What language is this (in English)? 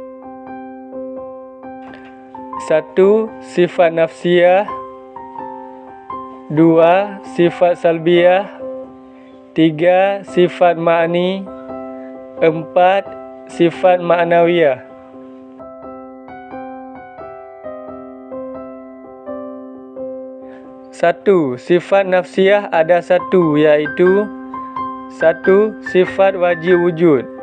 Malay